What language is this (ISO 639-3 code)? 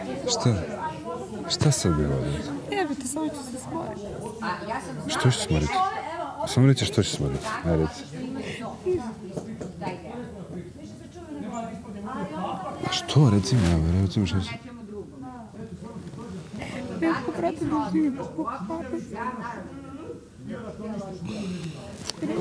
bos